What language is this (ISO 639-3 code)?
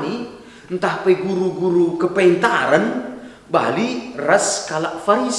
btx